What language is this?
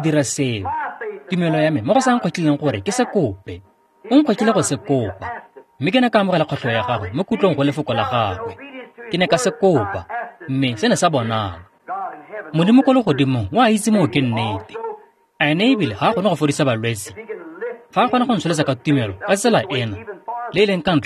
Tswana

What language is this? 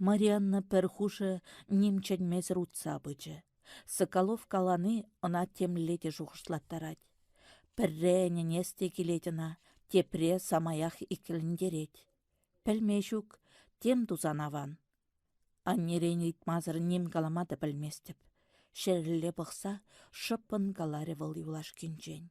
Chuvash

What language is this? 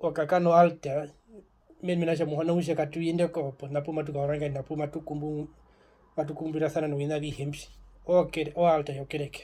Herero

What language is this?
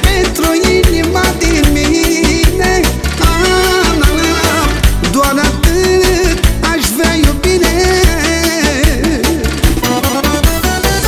Romanian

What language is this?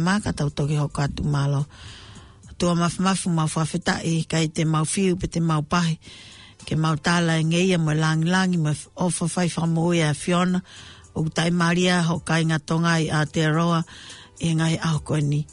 Tongan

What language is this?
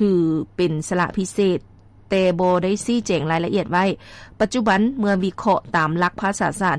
Lao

